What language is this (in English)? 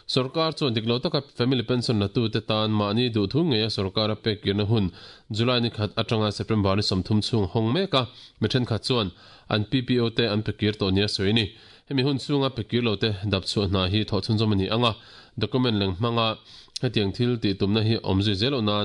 Mizo